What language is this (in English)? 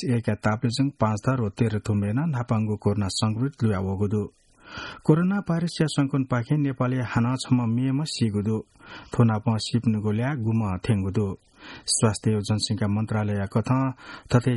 Newari